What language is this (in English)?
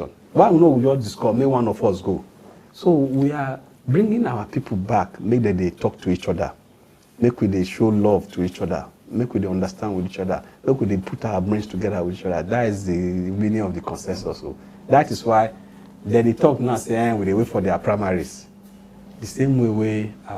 Nigerian Pidgin